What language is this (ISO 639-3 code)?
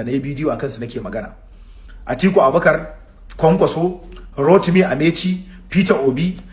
hau